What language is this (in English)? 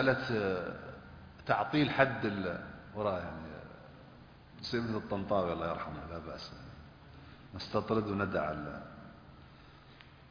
Arabic